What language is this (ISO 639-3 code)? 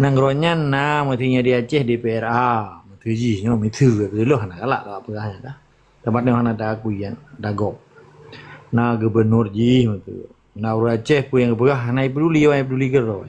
ace